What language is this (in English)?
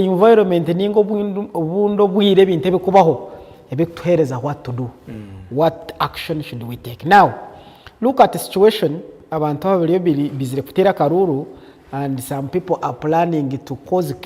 Nyankole